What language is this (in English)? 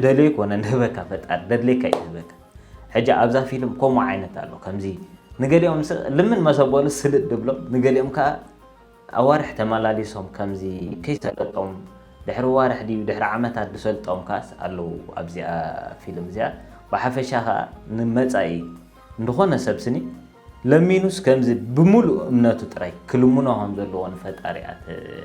Tigrinya